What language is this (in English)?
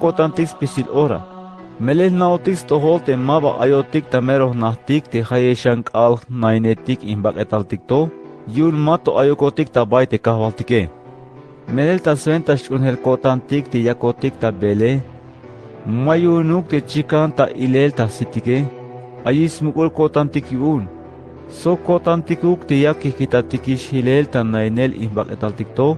Tzeltal